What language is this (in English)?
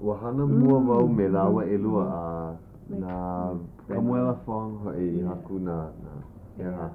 Hawaiian